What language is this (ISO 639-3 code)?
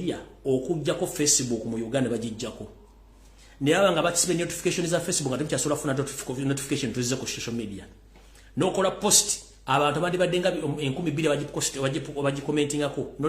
lug